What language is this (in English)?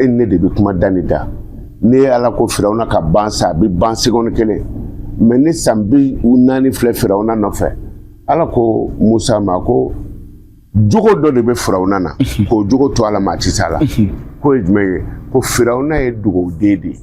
Bambara